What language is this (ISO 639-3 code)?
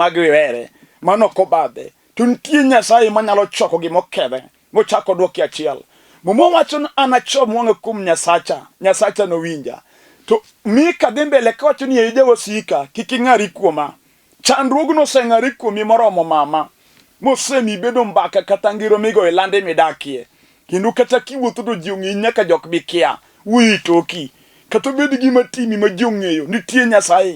luo